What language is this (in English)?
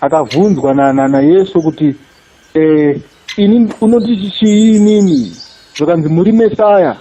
Shona